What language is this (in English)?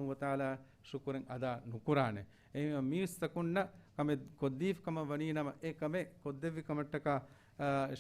Divehi